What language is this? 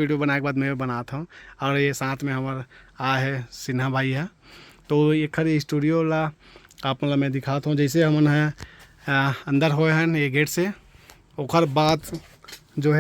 Chhattisgarhi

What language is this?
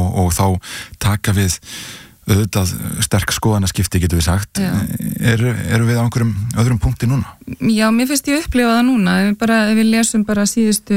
Icelandic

